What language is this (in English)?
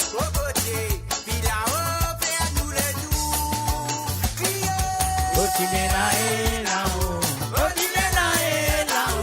Morisyen